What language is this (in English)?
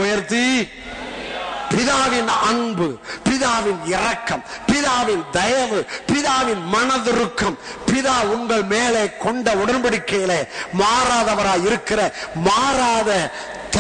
Tamil